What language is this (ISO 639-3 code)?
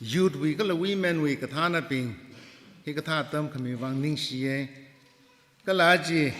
nmf